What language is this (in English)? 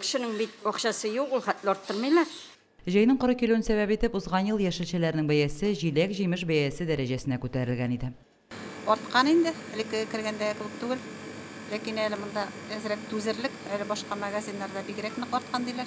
Tatar